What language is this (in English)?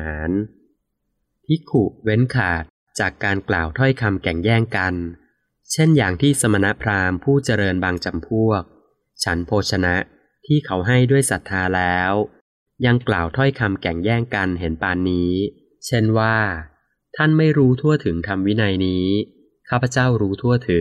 Thai